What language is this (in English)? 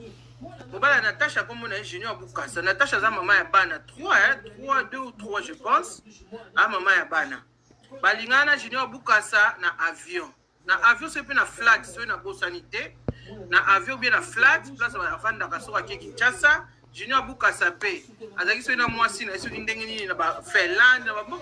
Lingala